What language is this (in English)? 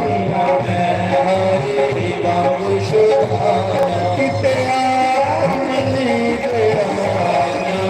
Dogri